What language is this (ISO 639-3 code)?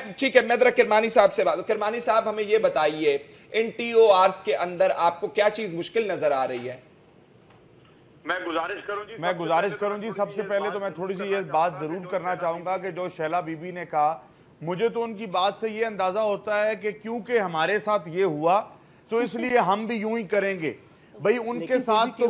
urd